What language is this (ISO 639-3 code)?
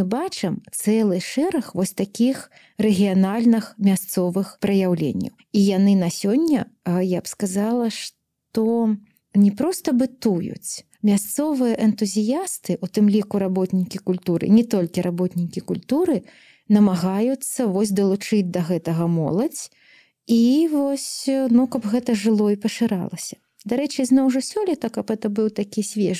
bel